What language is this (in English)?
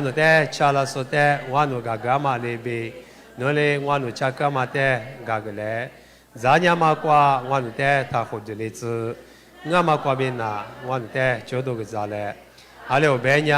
Lisu